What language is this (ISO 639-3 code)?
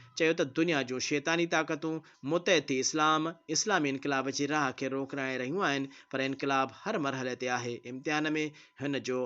snd